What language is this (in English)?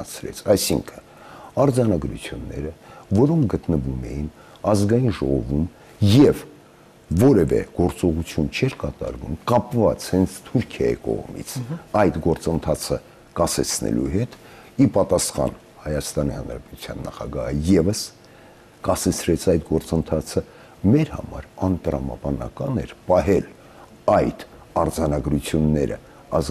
Armenian